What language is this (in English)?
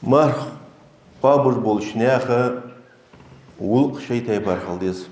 Ingush